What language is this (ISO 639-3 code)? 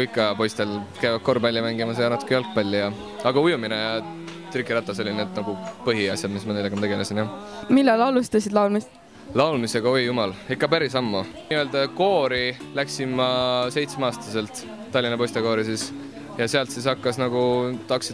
est